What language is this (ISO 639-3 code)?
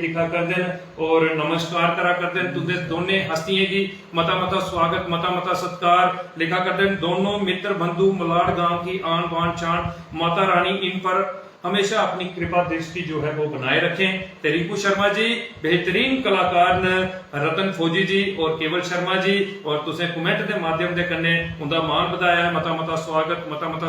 doi